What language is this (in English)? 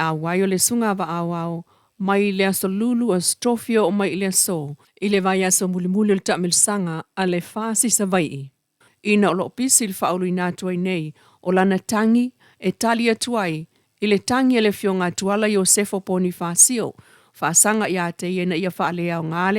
Samoan